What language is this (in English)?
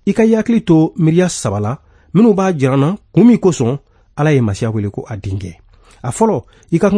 Bambara